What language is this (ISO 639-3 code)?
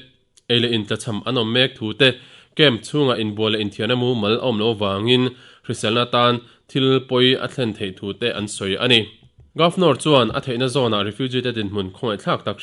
lus